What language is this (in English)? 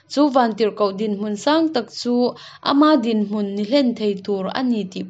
Hakha Chin